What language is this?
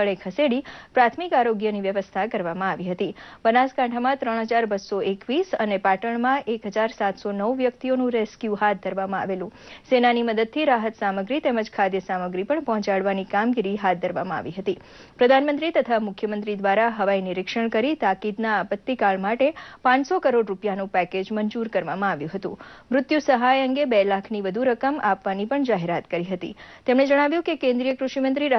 Gujarati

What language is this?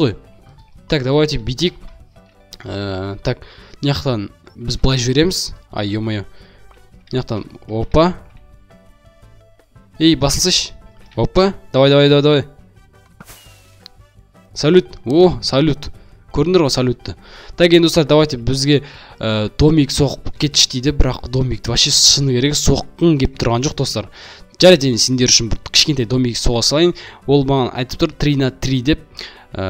Kazakh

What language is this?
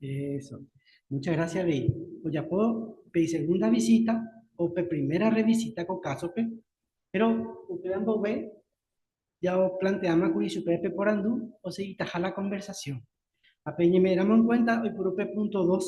Guarani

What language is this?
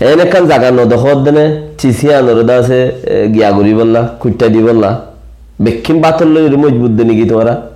Rohingya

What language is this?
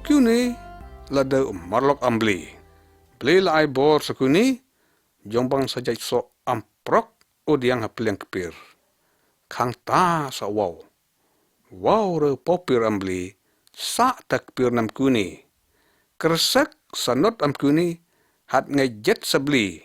Lyngngam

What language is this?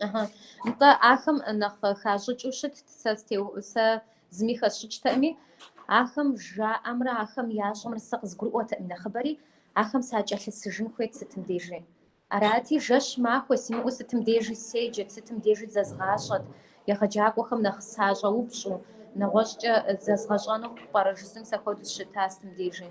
Kabardian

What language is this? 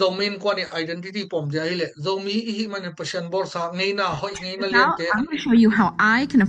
Tedim Chin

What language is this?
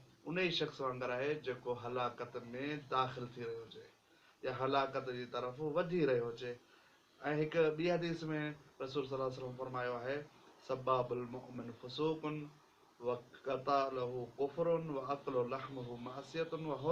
Sindhi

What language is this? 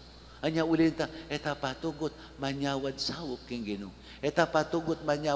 Pampanga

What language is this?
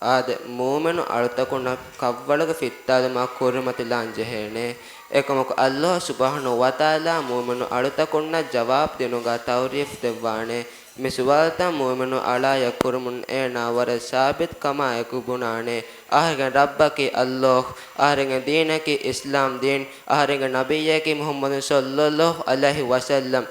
Divehi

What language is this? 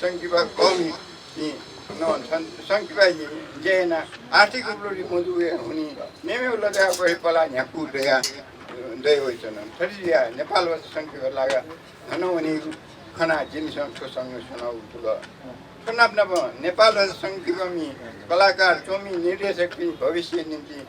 Newari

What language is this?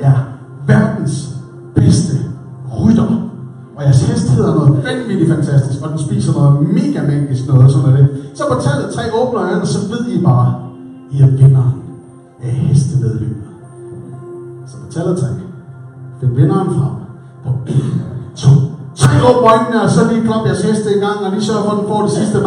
Danish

